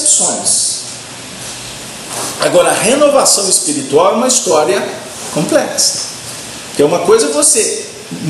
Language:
Portuguese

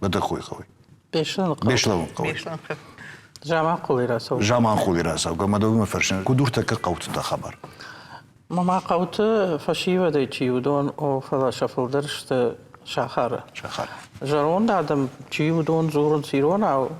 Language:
Ossetic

